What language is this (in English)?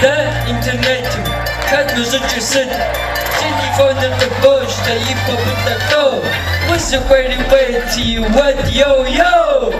Kabardian